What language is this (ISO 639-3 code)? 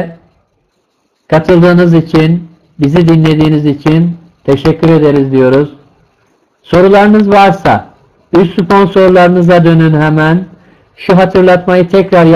tur